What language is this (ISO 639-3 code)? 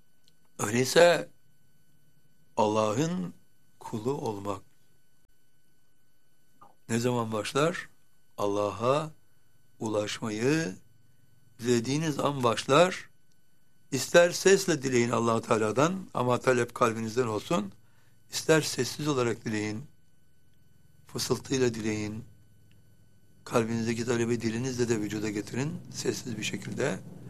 tur